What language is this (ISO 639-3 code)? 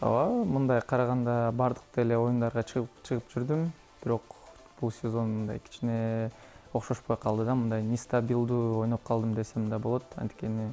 kir